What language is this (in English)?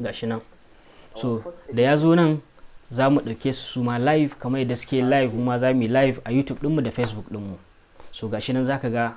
Hausa